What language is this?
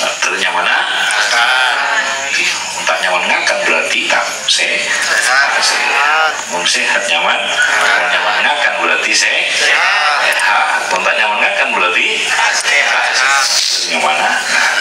Madurese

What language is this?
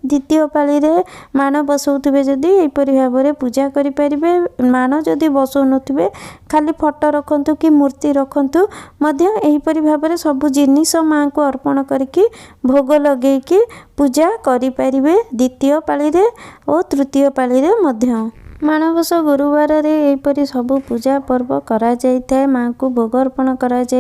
Odia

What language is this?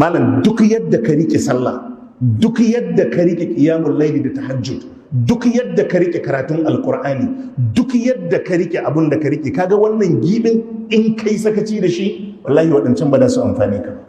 Hausa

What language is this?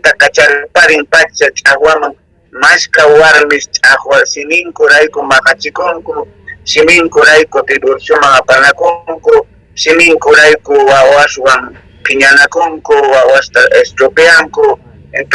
South Bolivian Quechua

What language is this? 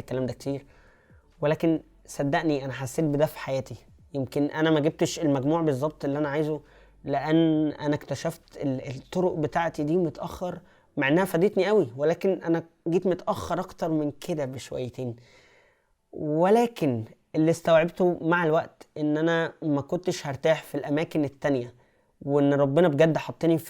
Egyptian Arabic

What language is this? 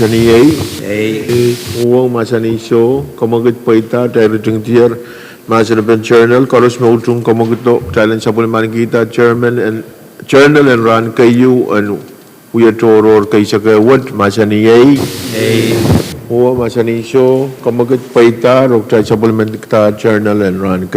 Pohnpeian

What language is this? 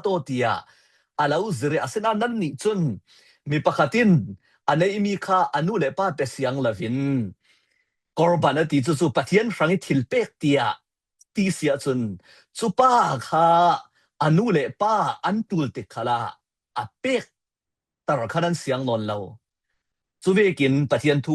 Falam Chin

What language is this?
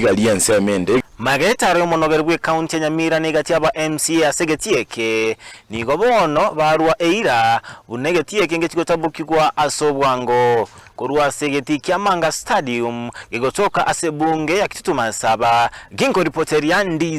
Gusii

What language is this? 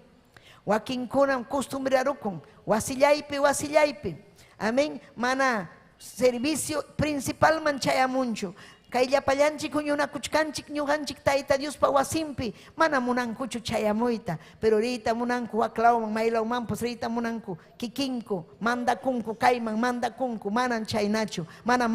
Ayacucho Quechua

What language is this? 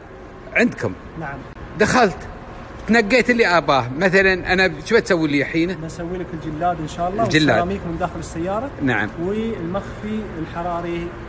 Gulf Arabic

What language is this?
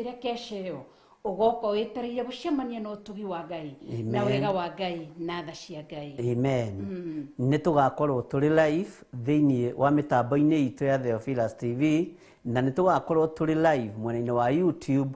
Kikuyu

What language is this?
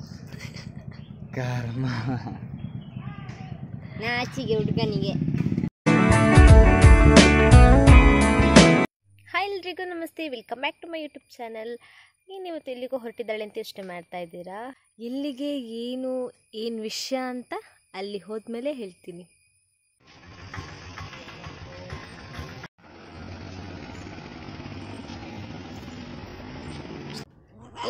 Kannada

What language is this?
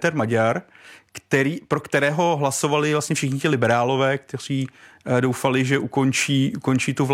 Czech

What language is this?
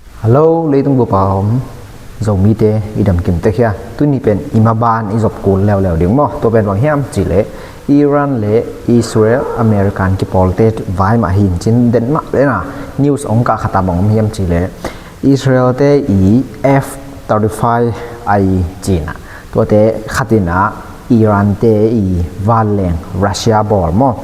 Tedim Chin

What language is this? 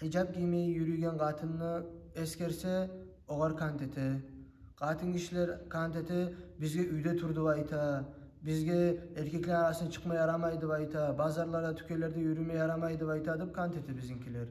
Kumyk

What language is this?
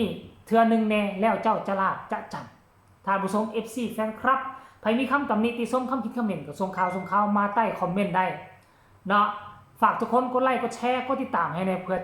Lao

